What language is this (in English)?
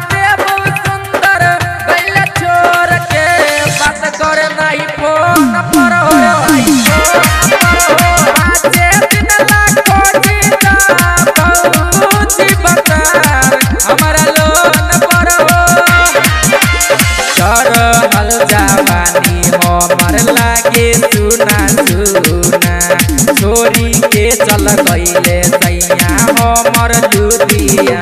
Bhojpuri